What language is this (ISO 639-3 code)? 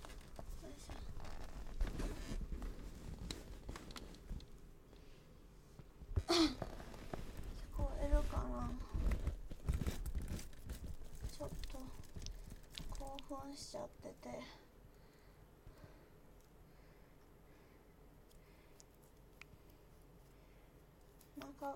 jpn